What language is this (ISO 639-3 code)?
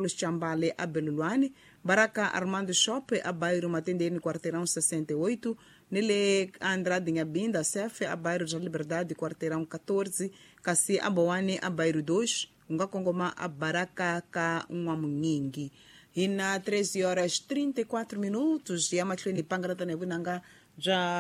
tso